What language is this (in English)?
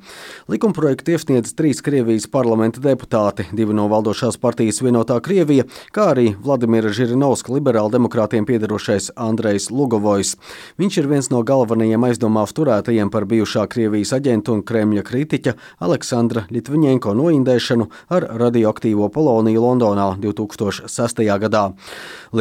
Latvian